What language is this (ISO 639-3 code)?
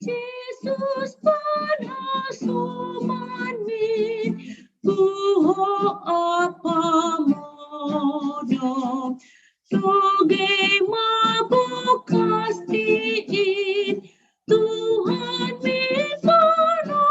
bts